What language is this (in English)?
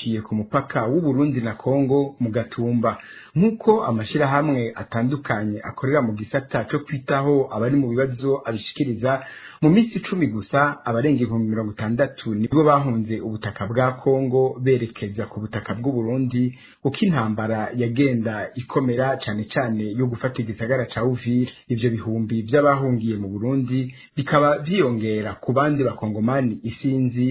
Rundi